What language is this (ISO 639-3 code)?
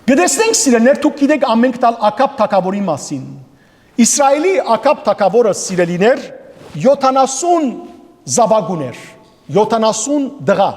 hyw